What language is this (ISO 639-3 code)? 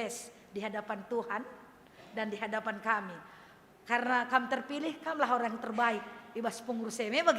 btx